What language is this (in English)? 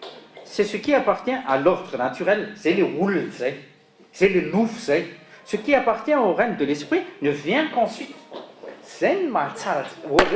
Malagasy